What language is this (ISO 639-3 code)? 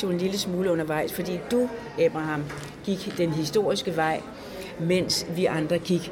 dan